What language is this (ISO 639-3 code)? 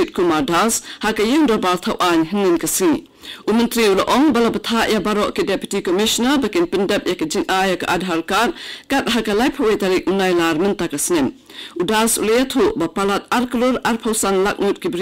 kha